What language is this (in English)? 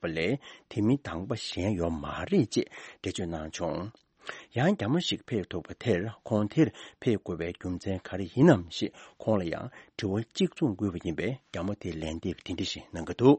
Tibetan